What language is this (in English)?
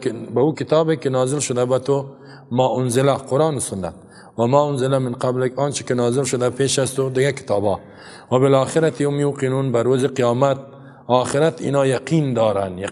Persian